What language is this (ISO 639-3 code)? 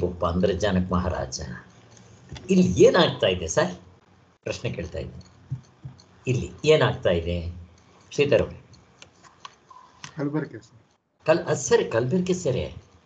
kan